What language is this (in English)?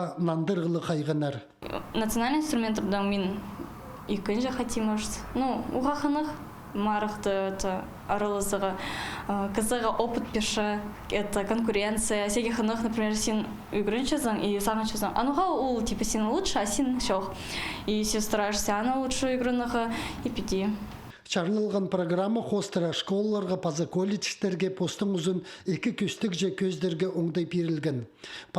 Khakas